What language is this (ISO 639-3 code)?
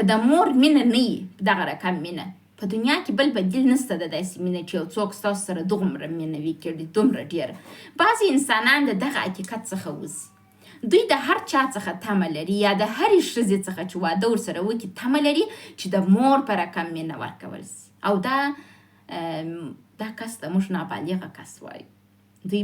pus